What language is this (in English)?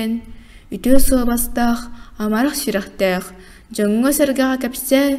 Yakut